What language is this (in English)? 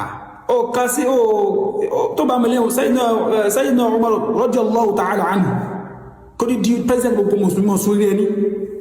Yoruba